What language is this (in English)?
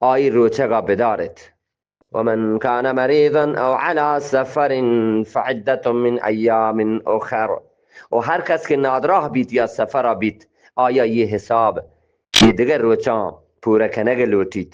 Eastern Balochi